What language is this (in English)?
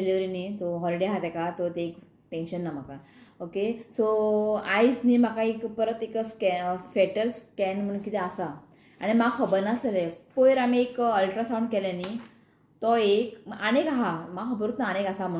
Konkani